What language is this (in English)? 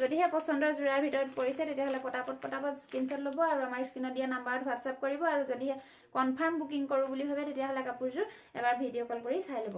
Assamese